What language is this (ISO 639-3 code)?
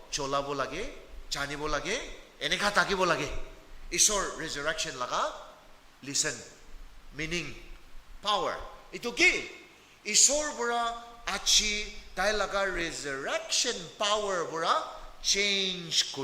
nag